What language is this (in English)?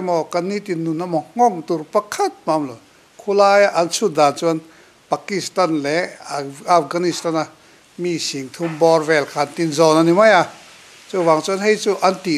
Mizo